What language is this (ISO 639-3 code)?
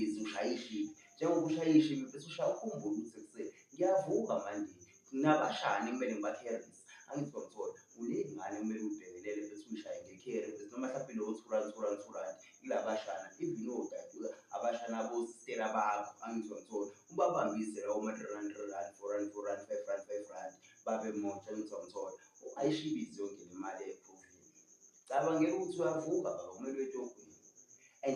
zul